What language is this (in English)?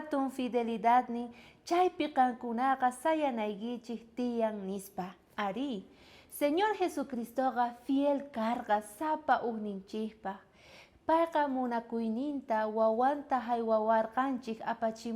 South Bolivian Quechua